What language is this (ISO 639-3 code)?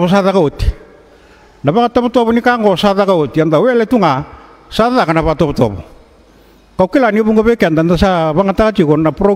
fij